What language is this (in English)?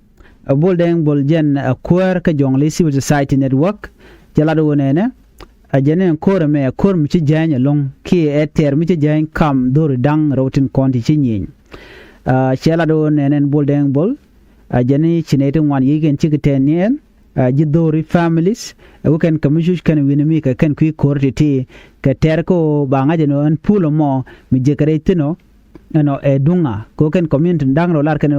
Nuer